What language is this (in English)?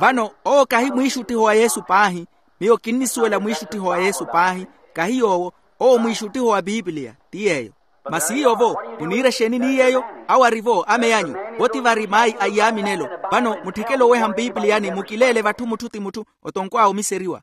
Makhuwa